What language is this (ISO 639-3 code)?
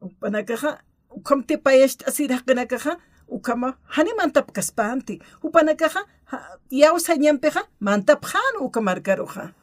aym